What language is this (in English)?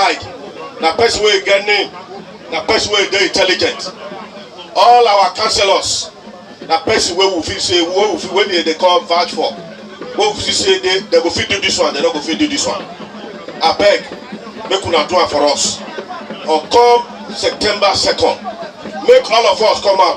Nigerian Pidgin